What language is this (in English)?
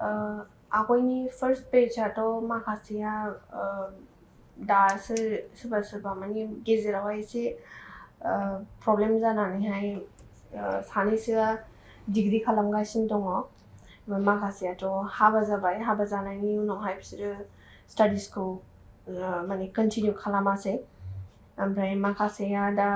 Bodo